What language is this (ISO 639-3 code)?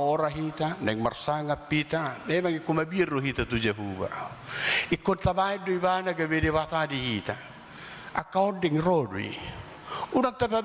bbc